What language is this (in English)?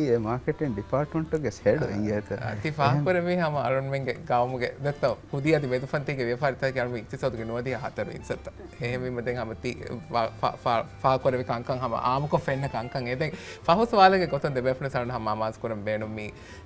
Divehi